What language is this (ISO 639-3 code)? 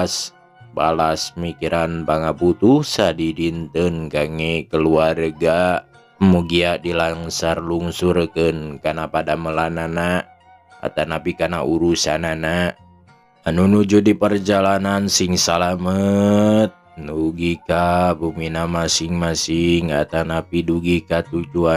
sun